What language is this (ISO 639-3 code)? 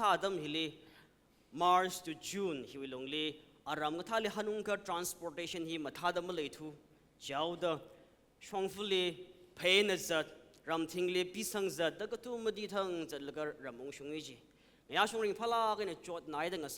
nmf